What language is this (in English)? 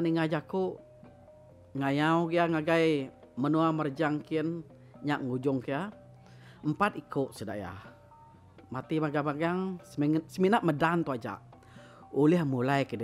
Iban